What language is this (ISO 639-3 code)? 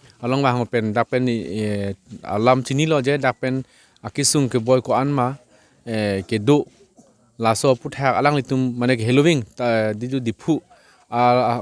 mjw